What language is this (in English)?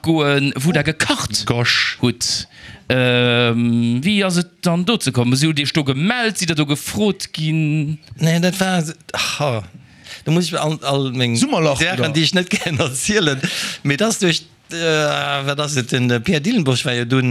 Luxembourgish